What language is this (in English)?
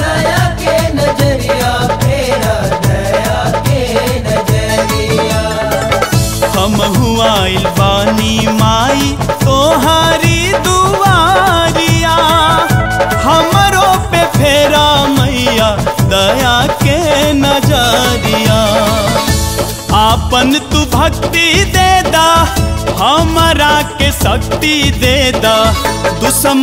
Bhojpuri